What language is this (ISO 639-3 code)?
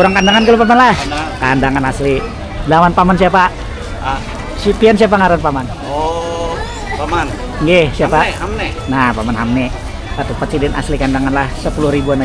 bjn